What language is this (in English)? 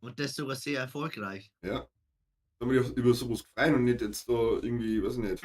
Bavarian